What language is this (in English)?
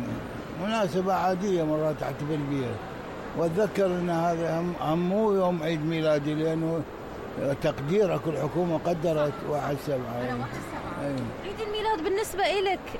Mesopotamian Arabic